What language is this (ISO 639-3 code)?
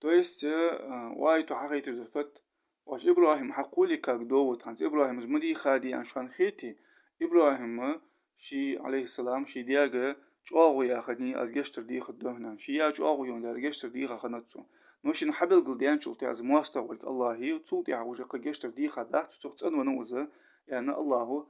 inh